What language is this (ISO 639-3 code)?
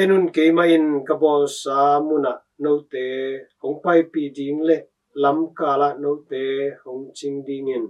ctd